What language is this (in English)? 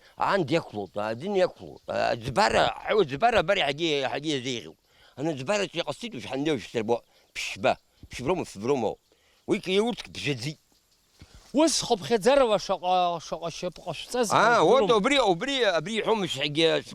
Abkhazian